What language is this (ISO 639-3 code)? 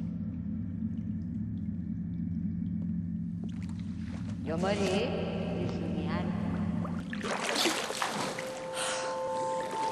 cat